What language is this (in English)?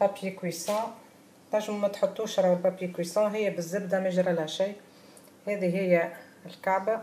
Tunisian Arabic